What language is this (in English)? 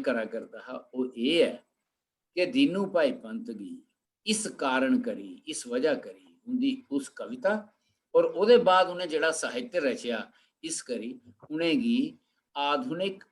Dogri